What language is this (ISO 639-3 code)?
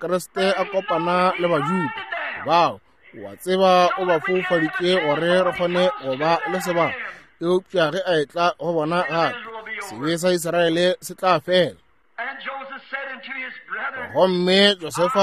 nso